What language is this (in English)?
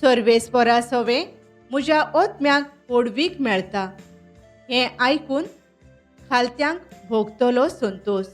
Konkani